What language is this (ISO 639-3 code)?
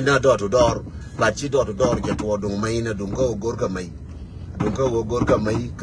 nus